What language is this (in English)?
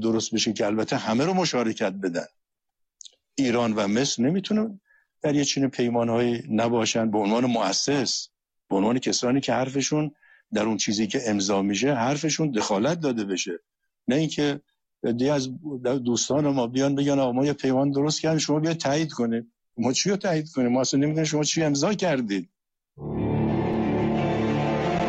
Persian